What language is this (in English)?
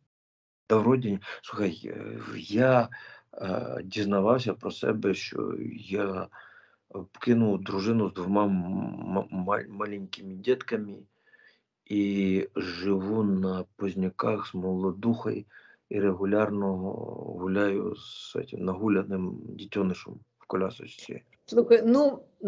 Ukrainian